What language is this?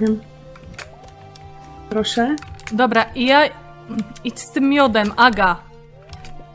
Polish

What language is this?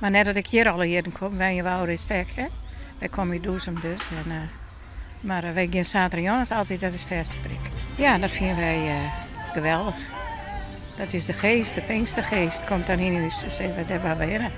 Western Frisian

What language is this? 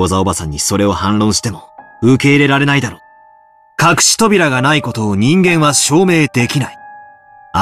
Japanese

